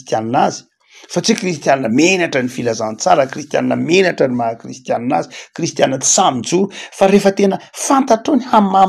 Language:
Malagasy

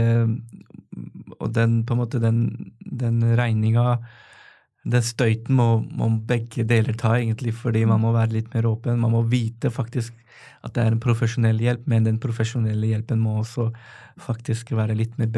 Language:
Norwegian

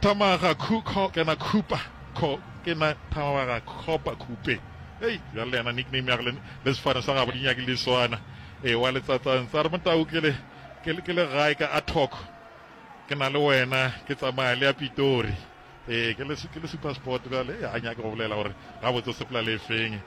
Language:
Northern Sotho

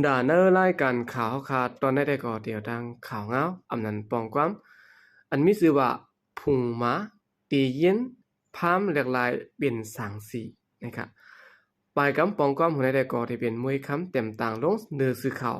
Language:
Shan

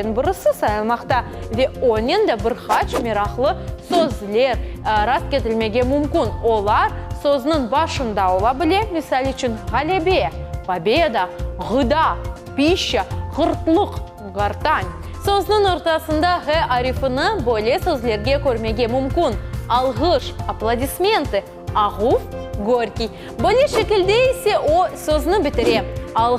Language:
Crimean Tatar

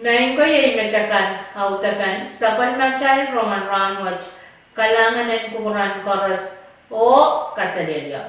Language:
Pohnpeian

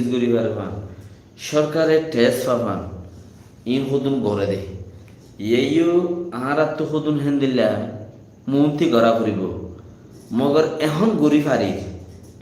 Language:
Rohingya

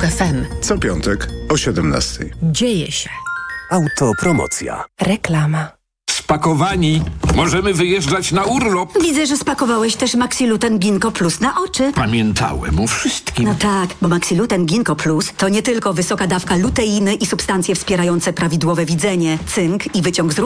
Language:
Polish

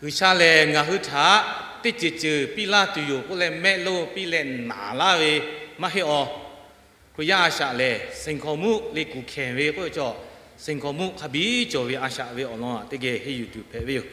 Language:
Lahu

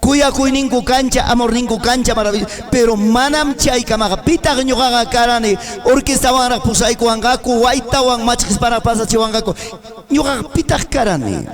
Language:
Ayacucho Quechua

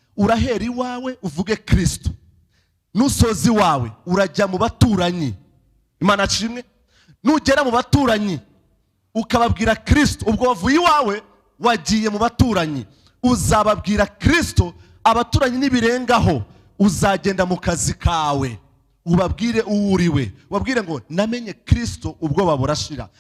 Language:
Kinyarwanda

